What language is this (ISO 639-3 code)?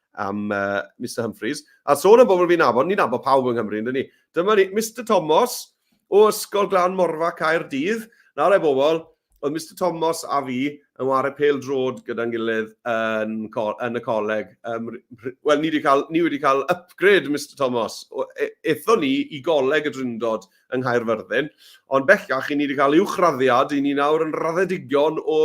cym